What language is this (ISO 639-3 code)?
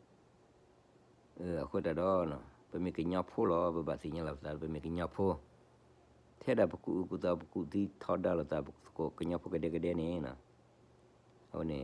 ksw